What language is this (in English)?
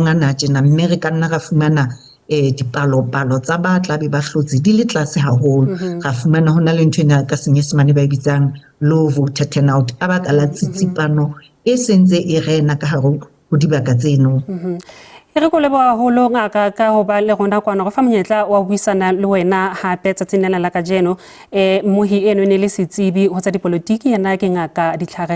Southern Sotho